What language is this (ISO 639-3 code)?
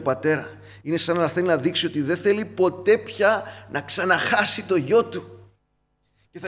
ell